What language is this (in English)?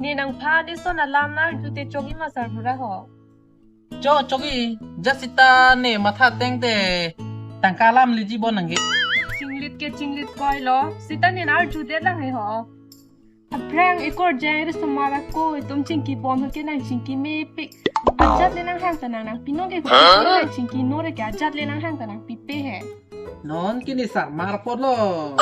Karbi